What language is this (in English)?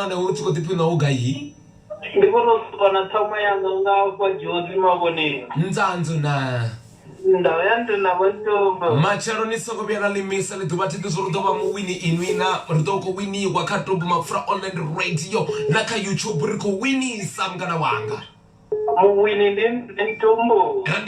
Venda